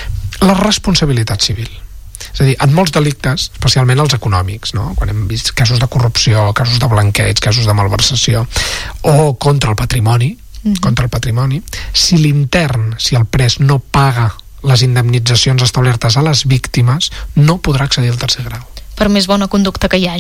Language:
Catalan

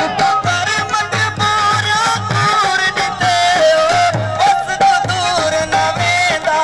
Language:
Saraiki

